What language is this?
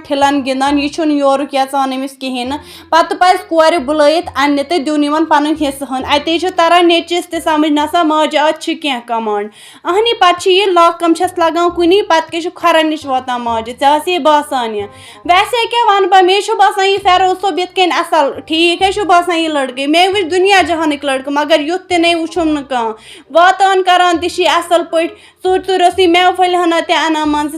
Kashmiri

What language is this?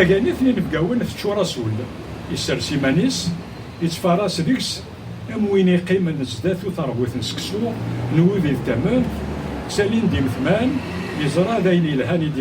Kabyle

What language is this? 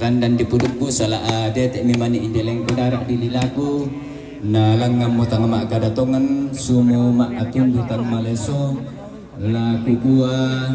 Toraja-Sa'dan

